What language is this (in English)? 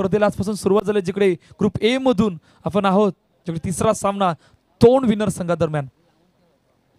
Marathi